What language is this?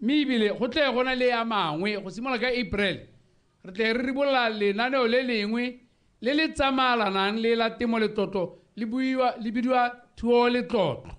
Tswana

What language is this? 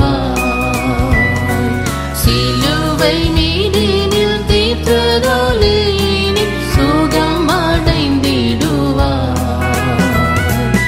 Tamil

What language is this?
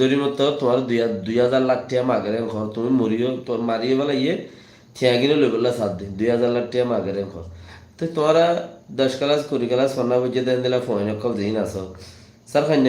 Rohingya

